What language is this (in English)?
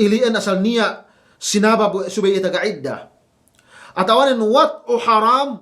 Yakan